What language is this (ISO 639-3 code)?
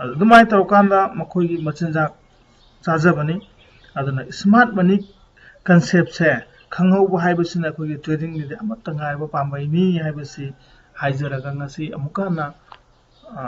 mni